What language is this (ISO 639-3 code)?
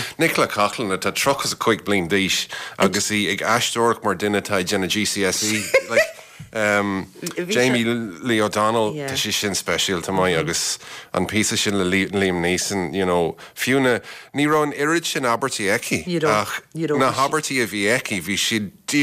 gle